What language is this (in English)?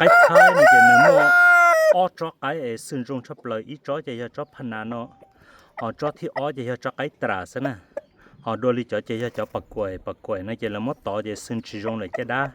Hmong